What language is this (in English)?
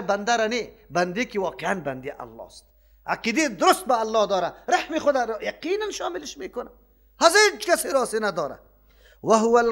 Persian